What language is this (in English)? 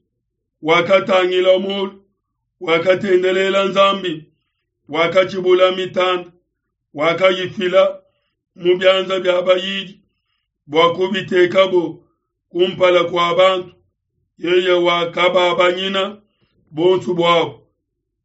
Luba-Lulua